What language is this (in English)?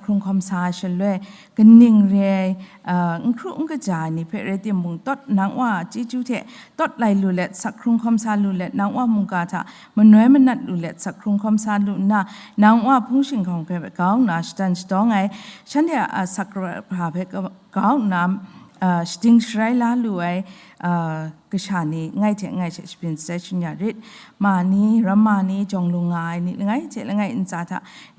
Kachin